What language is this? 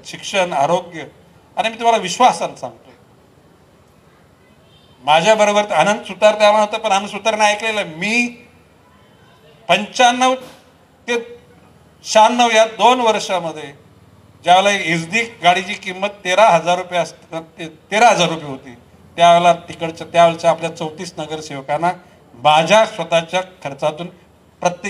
Marathi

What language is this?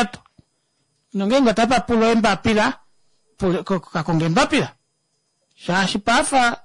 Kuanyama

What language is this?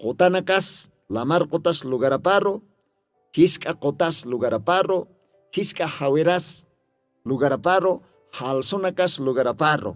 Aymara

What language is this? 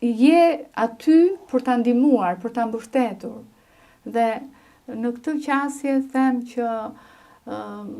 Albanian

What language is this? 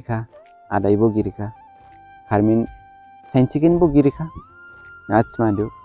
Dimasa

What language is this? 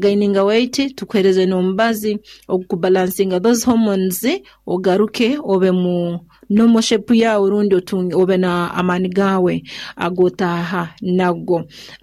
Nyoro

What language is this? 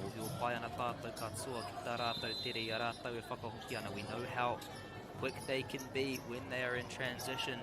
Māori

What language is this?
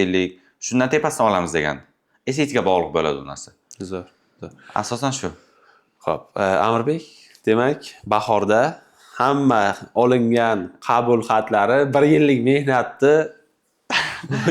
Uzbek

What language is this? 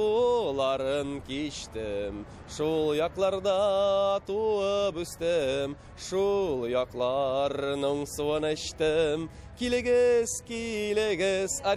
Tatar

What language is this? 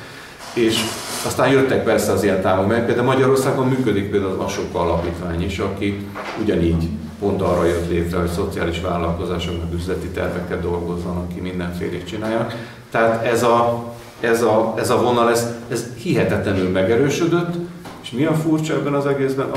Hungarian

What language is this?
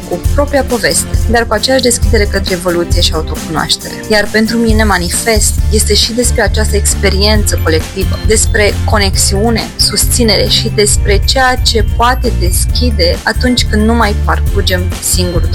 Romanian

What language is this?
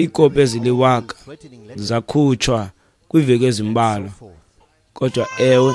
Xhosa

